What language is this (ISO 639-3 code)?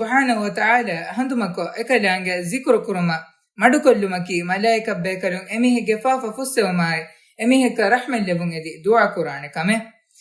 div